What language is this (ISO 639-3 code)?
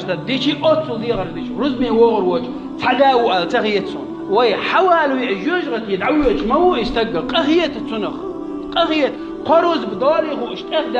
che